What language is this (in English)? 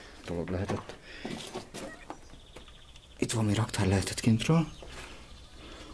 Hungarian